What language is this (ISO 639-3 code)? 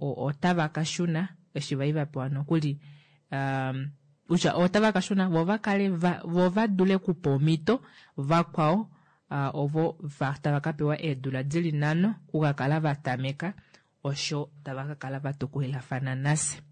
kua